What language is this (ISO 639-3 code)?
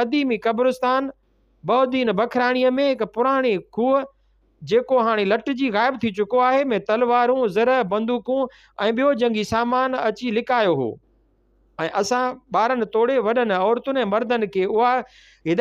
snd